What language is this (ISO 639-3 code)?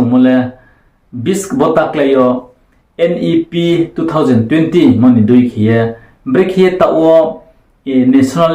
ria